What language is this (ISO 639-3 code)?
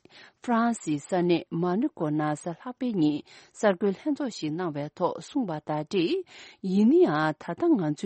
bod